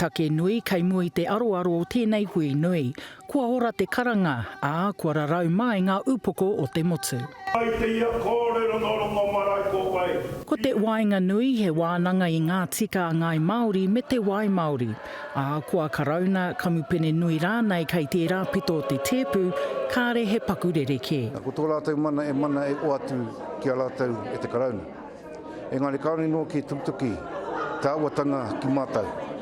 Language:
Māori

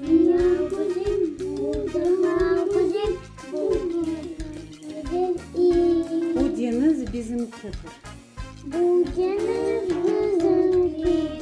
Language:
Crimean Tatar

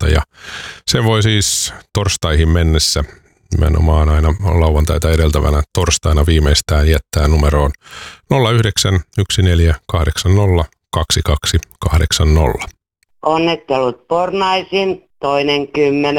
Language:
Finnish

